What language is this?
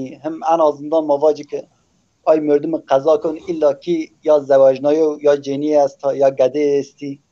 Zaza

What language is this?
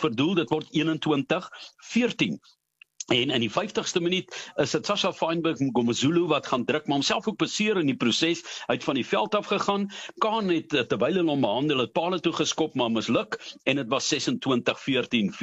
Afrikaans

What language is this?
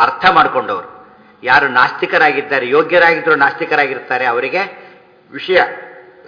Kannada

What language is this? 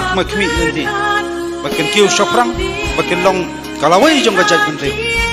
Khasi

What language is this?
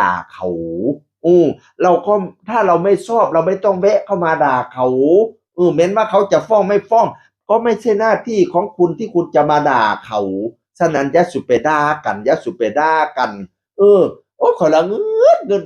Northeastern Thai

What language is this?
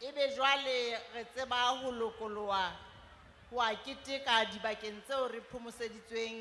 Southern Sotho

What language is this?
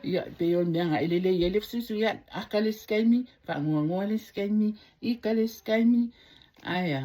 Samoan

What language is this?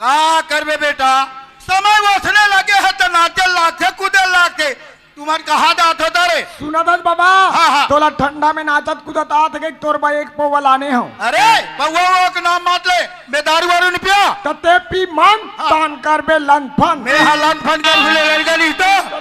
Chhattisgarhi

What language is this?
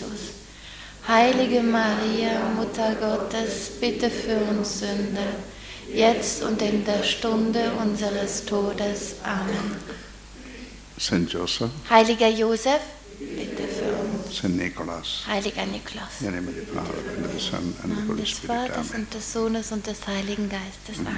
German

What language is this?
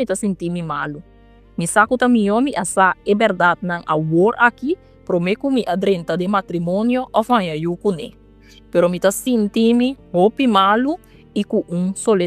Papiamento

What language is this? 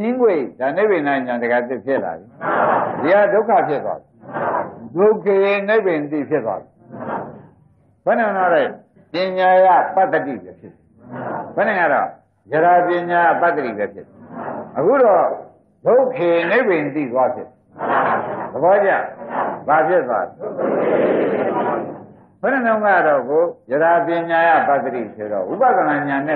Burmese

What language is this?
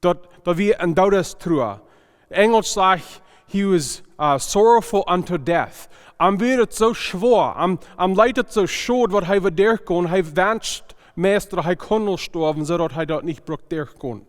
Plautdietsch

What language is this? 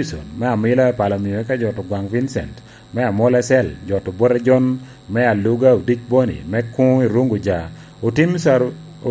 Lango (Uganda)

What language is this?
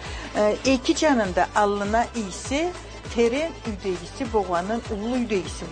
Karachay-Balkar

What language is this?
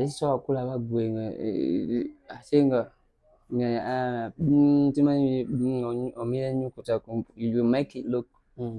Ganda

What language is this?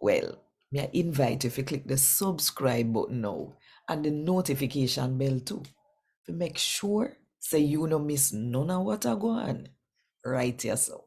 Jamaican Creole English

